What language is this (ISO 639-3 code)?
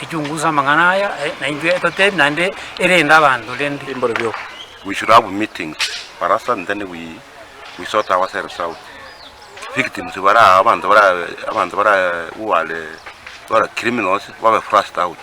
guz